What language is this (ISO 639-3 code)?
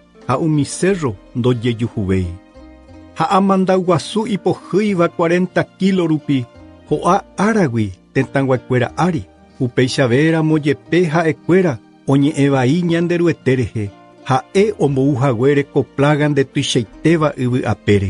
grn